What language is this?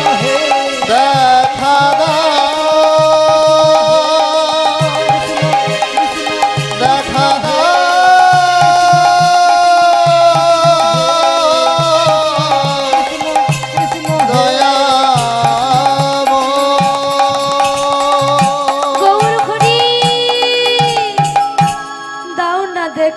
Bangla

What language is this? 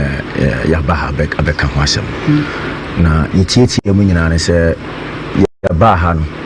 Akan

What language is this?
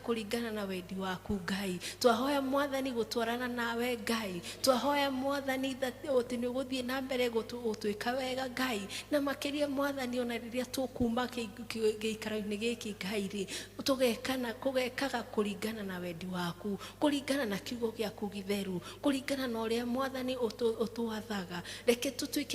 Kikuyu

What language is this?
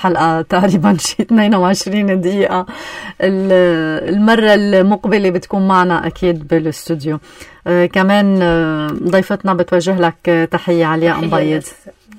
North Levantine Arabic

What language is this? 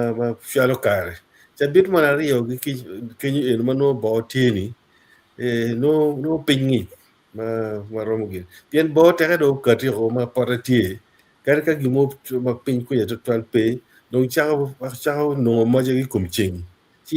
Acoli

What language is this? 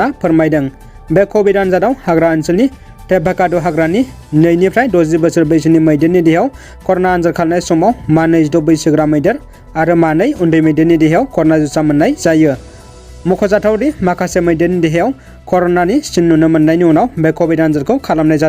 Bodo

